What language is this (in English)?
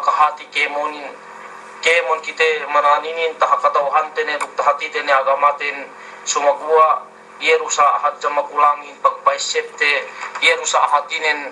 Yakan